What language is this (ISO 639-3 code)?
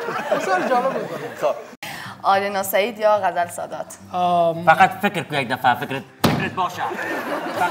fas